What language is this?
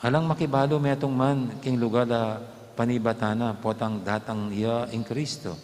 Pampanga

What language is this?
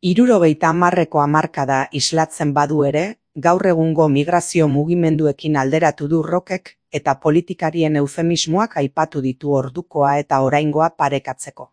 Basque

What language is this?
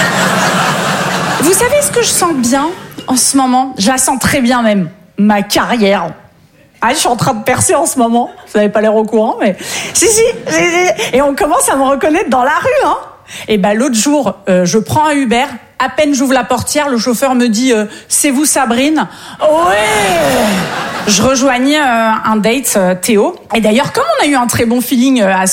French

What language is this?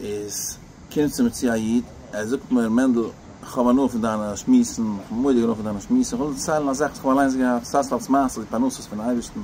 Yiddish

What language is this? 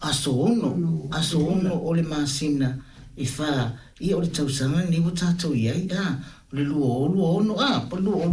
Samoan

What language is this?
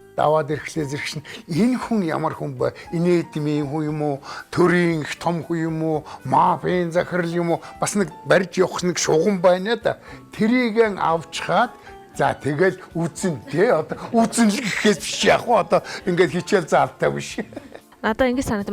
Mongolian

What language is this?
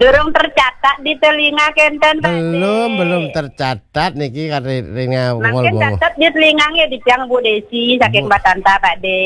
Balinese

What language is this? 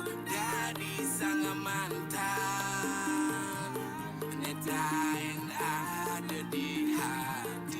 Balinese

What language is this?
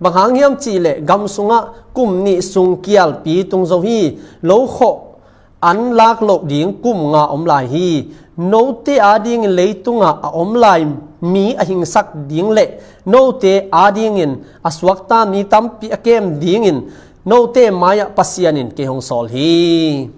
Tedim Chin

